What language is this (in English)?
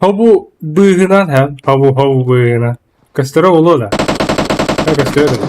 Yakut